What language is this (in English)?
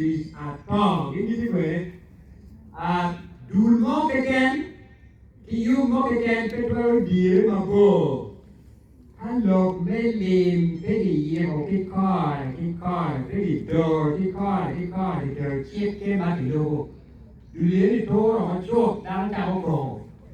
Acoli